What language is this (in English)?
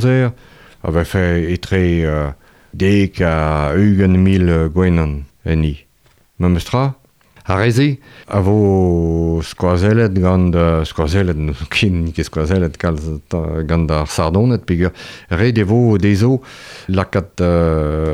Breton